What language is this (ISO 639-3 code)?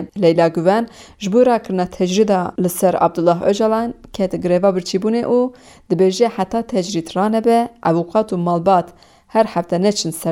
kur